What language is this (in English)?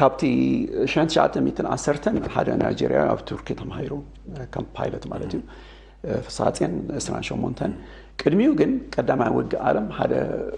Tigrinya